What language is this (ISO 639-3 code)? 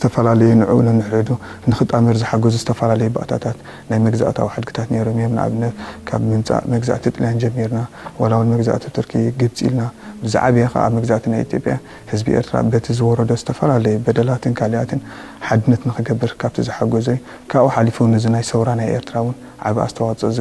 tir